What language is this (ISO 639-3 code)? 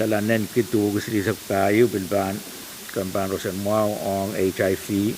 pon